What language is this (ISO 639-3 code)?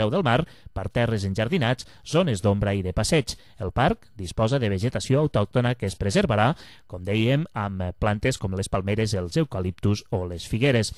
cat